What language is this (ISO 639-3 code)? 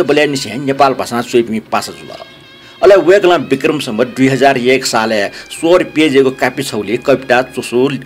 new